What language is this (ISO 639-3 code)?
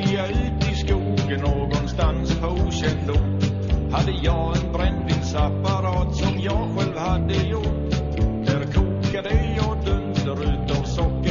swe